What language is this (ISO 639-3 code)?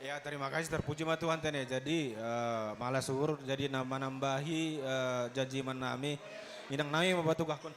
bts